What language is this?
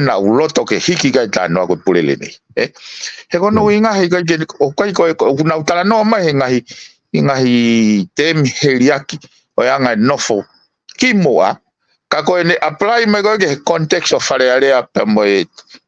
Tongan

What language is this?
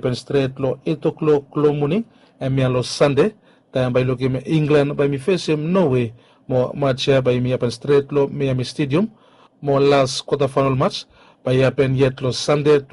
Bislama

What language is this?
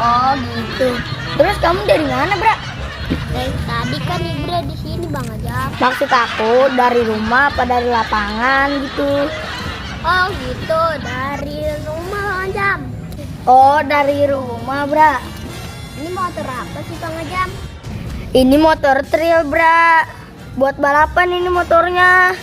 Betawi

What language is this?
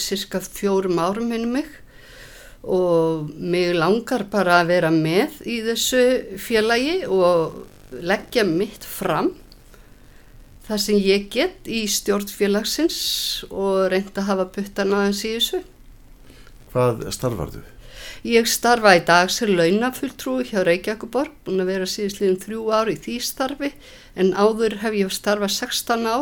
Icelandic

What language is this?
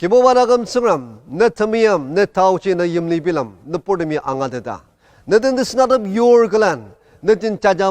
Ao Naga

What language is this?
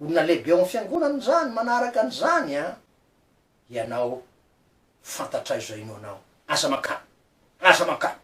Malagasy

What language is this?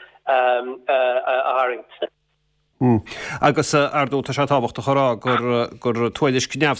Irish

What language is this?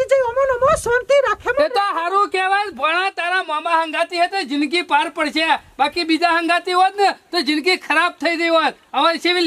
Gujarati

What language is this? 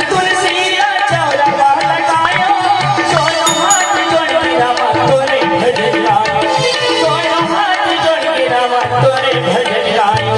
Chhattisgarhi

